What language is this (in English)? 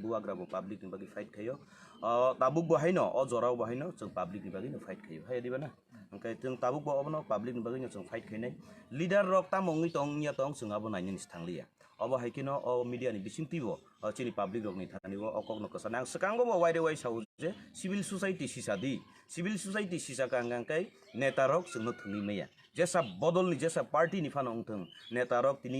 Kok Borok